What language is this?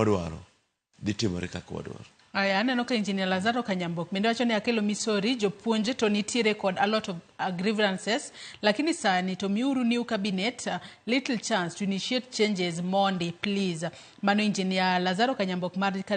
Luo (Kenya and Tanzania)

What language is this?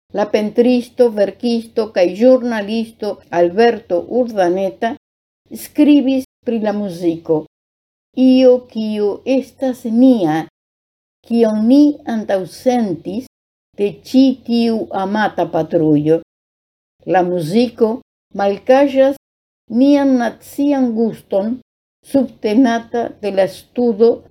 Esperanto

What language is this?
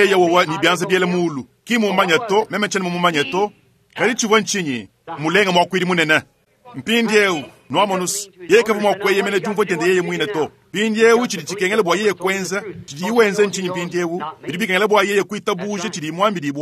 Luba-Lulua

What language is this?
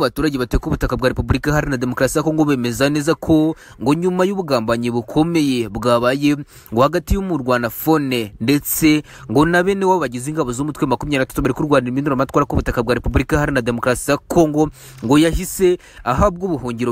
Kinyarwanda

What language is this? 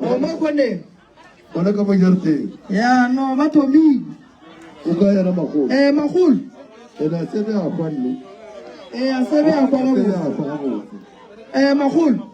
Northern Sotho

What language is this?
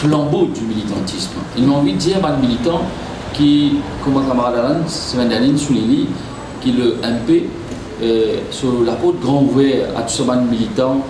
Morisyen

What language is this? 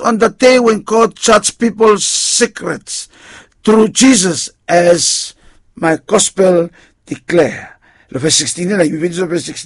Bislama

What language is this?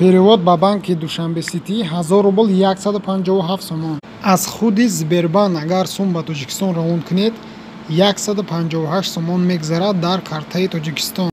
Tajik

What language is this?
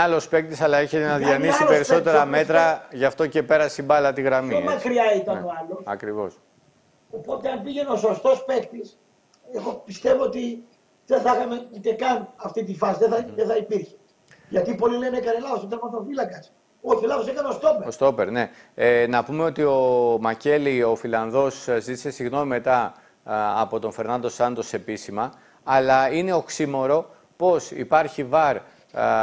Greek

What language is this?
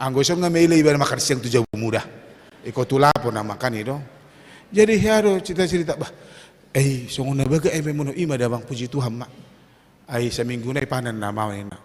Batak Toba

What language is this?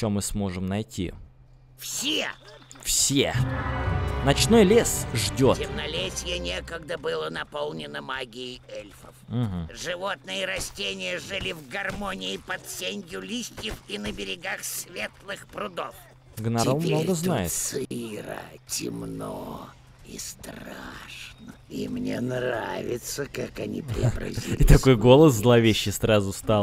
Russian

